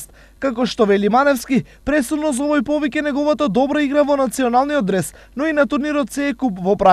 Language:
Macedonian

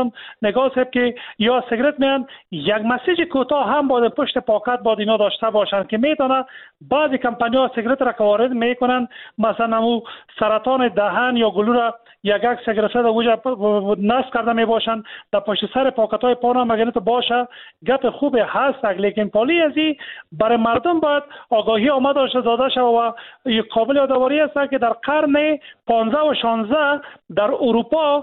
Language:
Persian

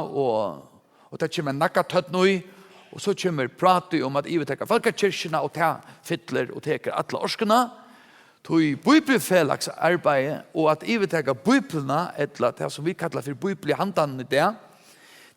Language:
Faroese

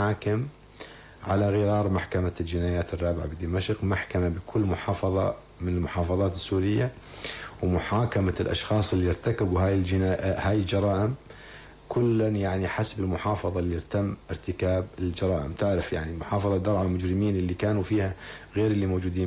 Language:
North Levantine Arabic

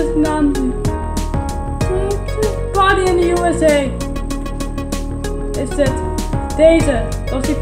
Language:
Dutch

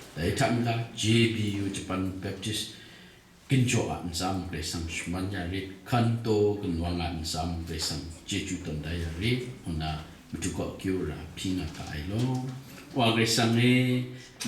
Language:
Kachin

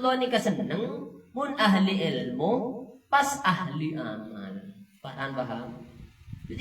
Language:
Madurese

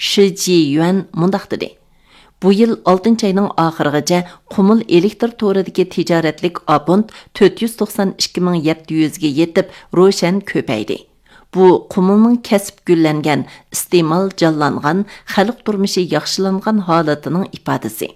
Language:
Uyghur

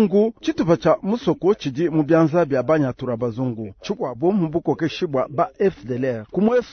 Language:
Luba-Lulua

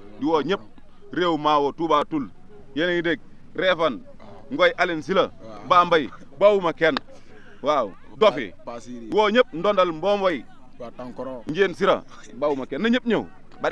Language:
Wolof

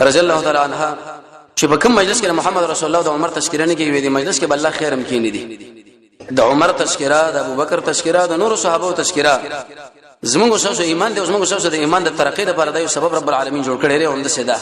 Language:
Pashto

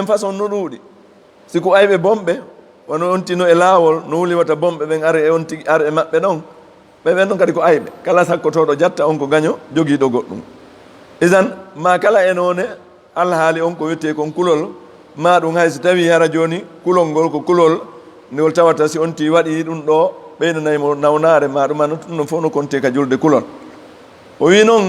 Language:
Fula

